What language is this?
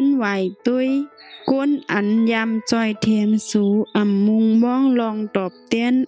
Shan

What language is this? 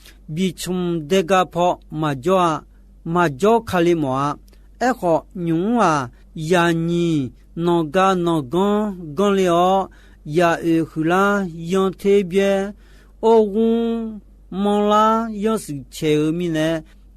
Akha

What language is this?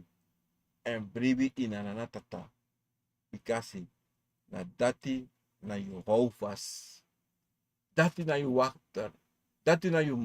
Sranan Tongo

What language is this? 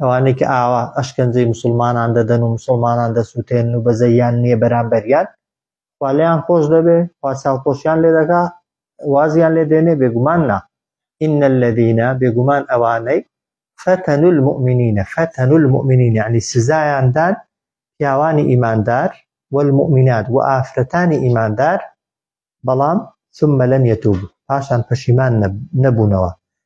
Central Kurdish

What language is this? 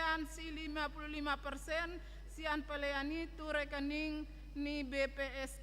Batak Toba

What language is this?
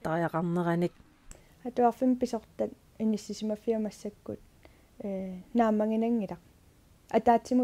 Kalaallisut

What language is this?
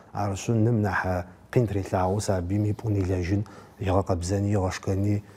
Adyghe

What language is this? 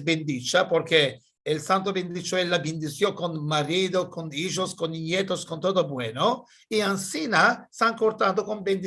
Ladino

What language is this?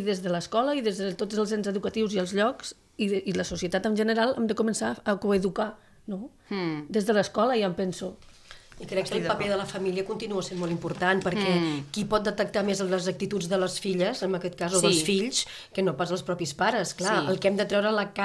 Catalan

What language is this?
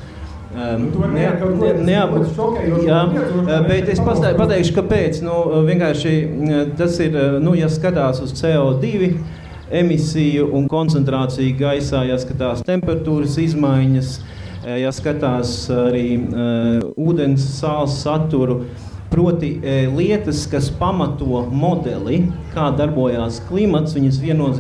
Latvian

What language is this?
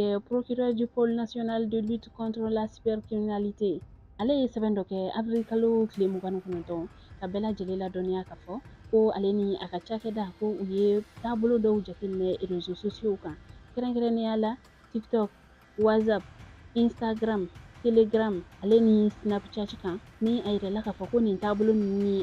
Bambara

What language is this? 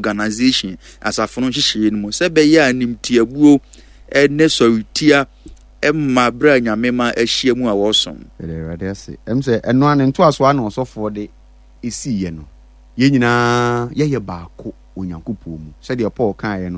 Akan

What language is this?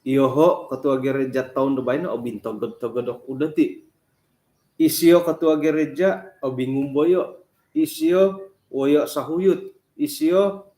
Central Dusun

